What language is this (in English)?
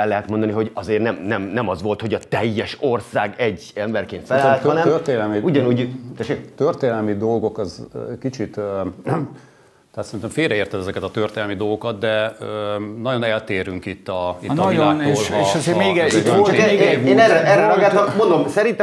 Hungarian